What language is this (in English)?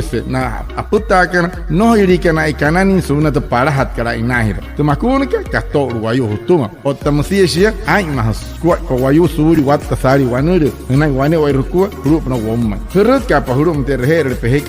Wayuu